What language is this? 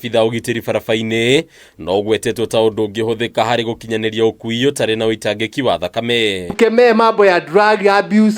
Kikuyu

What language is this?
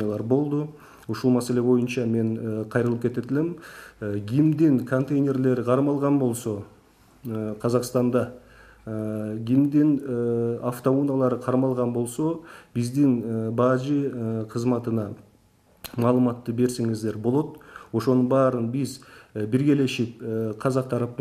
Kyrgyz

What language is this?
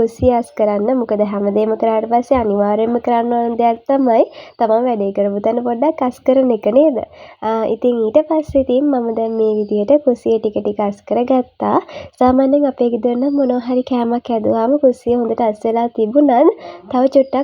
Sinhala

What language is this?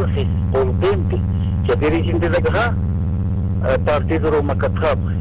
Aymara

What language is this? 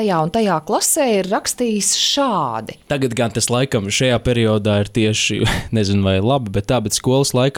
Latvian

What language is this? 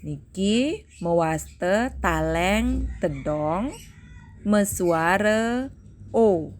Balinese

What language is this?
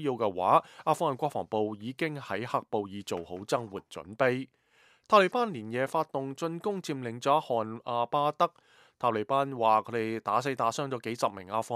Cantonese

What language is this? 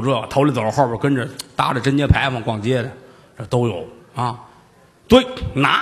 Chinese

